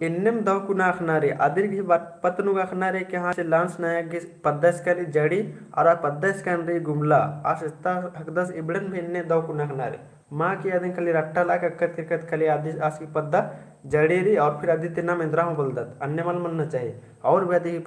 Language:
Kurukh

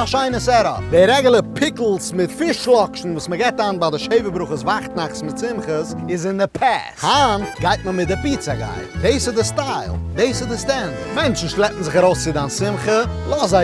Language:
Yiddish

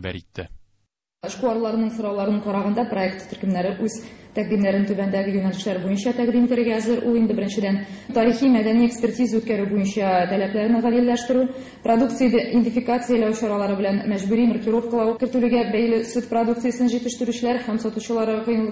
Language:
Tatar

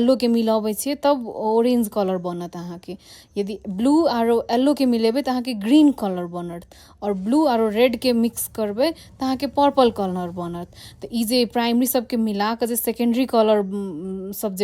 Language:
Maithili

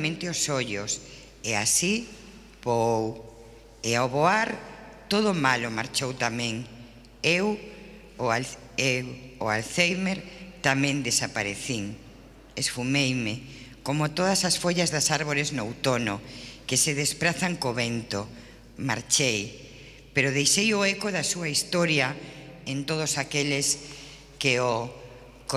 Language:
Galician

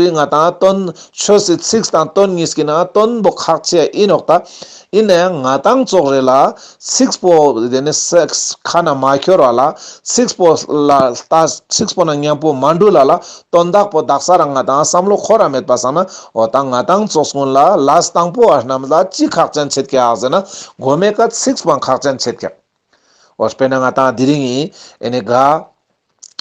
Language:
Ladakhi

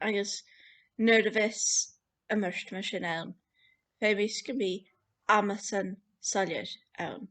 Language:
Scottish Gaelic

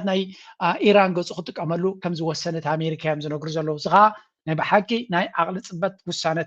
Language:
Tigrinya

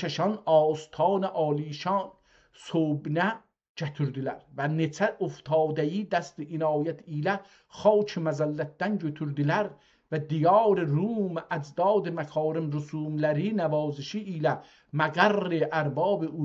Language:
South Azerbaijani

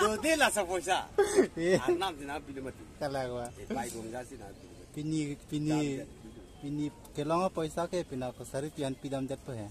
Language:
Karbi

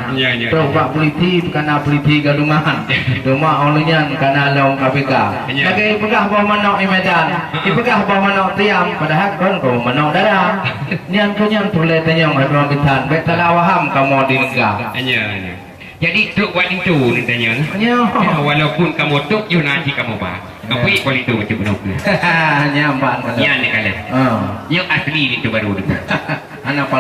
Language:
Achinese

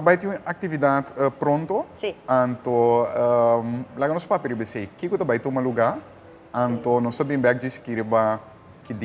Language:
Papiamento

